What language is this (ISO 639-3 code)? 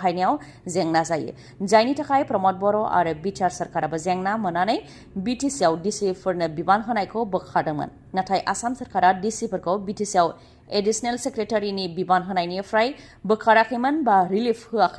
brx